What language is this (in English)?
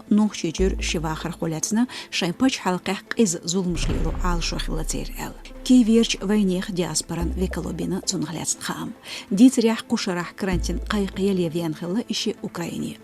Chechen